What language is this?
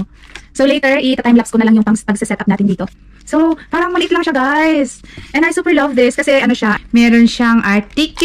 Filipino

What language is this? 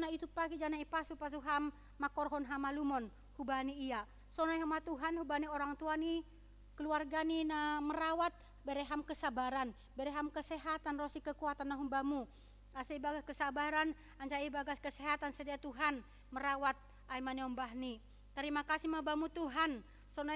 Batak Simalungun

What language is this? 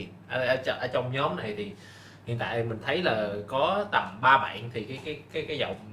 Vietnamese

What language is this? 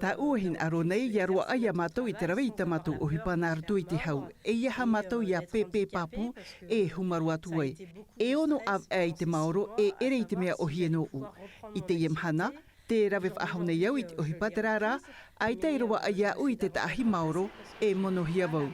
Tahitian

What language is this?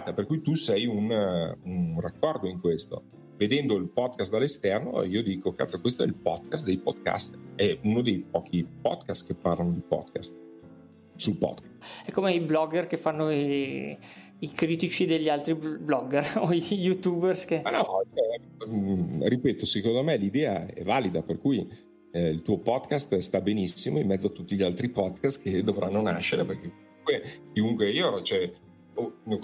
Italian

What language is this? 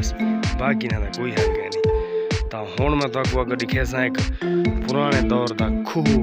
Saraiki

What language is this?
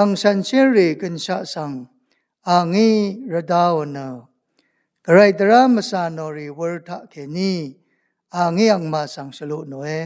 Rawang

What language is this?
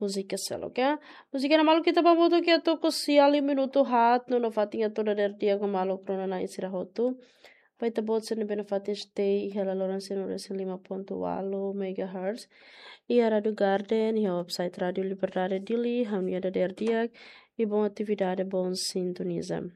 Tetum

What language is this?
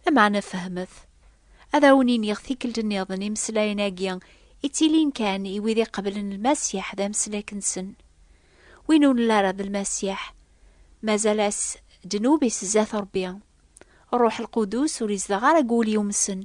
Kabyle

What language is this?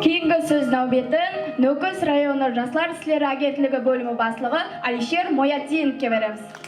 Kara-Kalpak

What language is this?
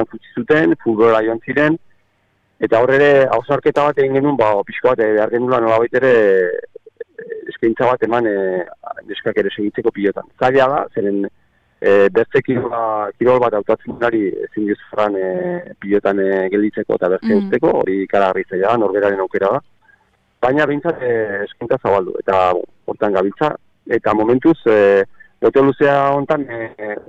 Basque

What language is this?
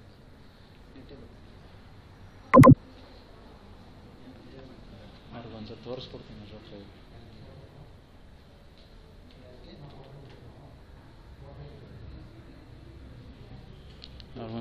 Kannada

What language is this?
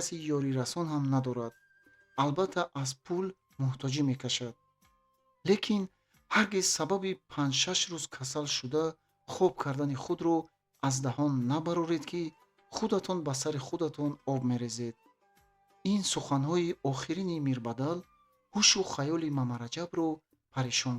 Tajik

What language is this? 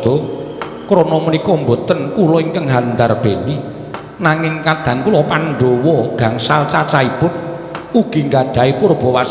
Javanese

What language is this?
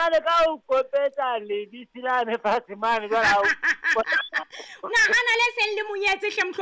Southern Sotho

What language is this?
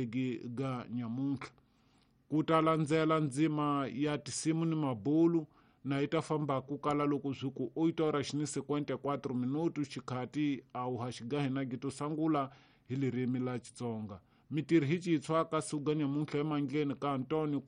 Tsonga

